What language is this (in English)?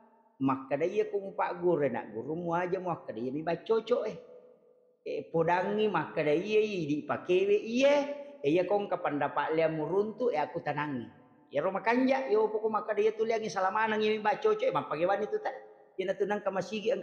Buginese